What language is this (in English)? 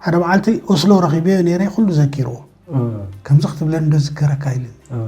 Tigrinya